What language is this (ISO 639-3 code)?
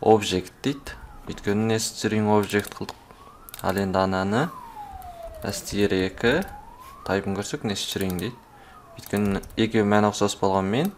kaz